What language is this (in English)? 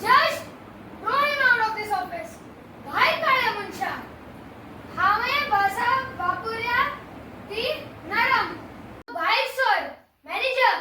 Konkani